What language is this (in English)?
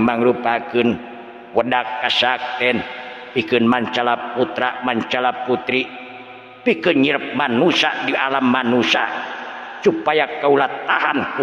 Sundanese